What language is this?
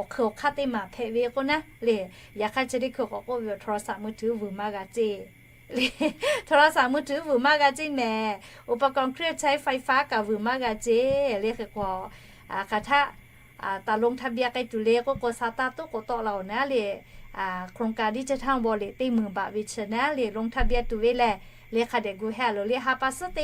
Lahu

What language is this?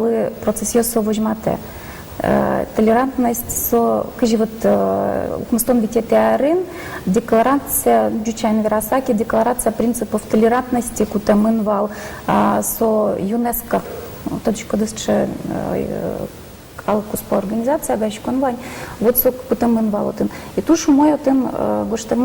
Udmurt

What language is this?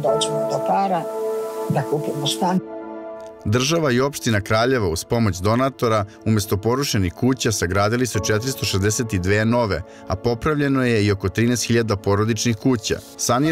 Serbian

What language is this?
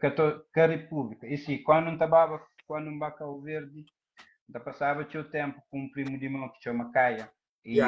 Kabuverdianu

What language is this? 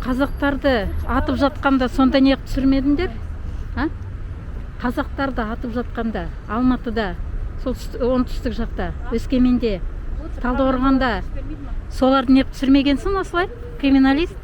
Kazakh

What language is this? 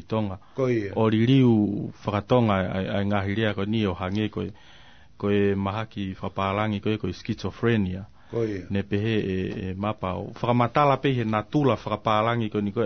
Tongan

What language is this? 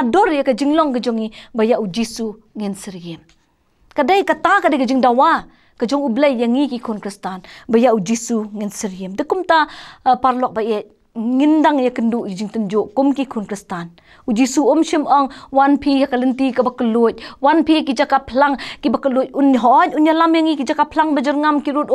Khasi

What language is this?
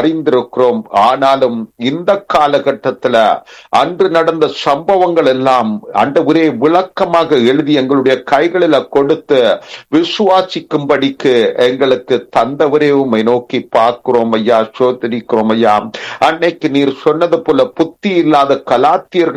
Tamil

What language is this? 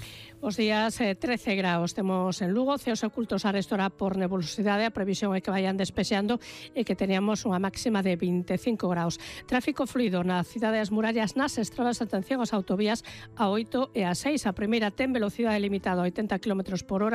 Galician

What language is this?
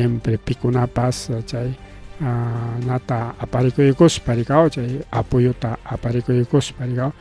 Ayacucho Quechua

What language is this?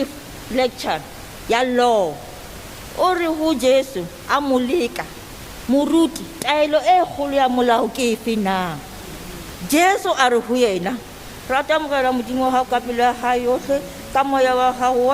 Southern Sotho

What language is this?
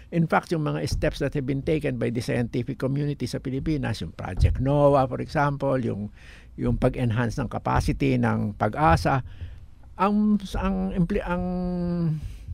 Filipino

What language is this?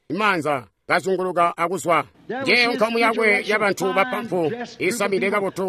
Tonga (Zambia)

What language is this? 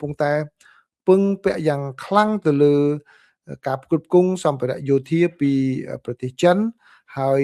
Khmer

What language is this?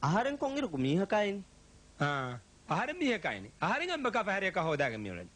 Divehi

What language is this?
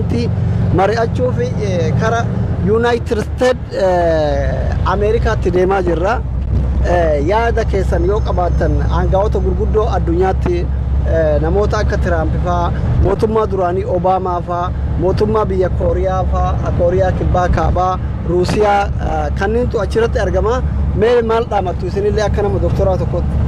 Oromo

